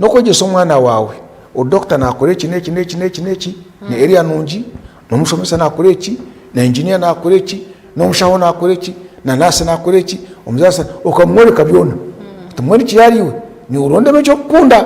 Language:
Nyankole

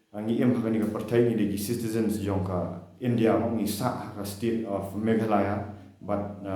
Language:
Khasi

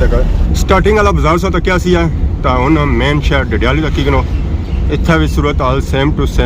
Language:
Pahari-Potwari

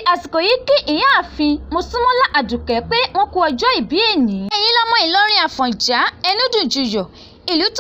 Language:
Yoruba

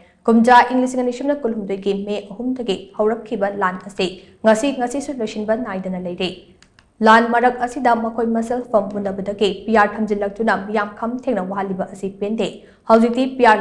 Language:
Manipuri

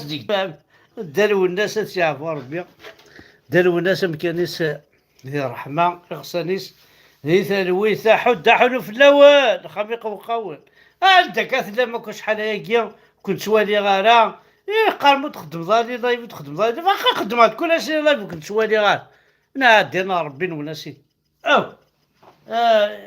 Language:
Kabyle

